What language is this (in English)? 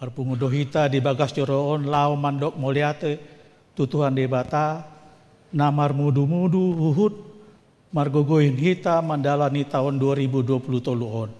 Batak Toba